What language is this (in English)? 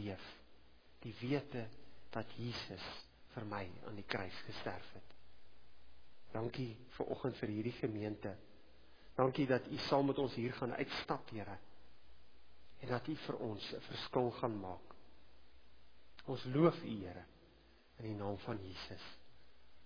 Afrikaans